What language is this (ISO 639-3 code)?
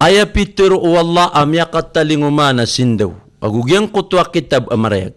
mrw